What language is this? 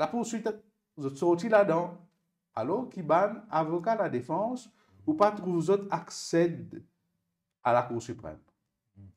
Morisyen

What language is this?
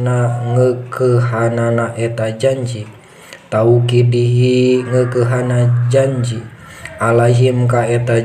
Sundanese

